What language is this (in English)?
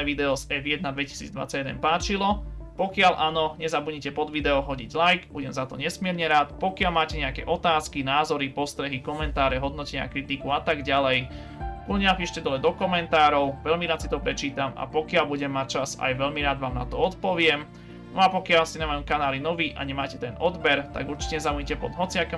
Slovak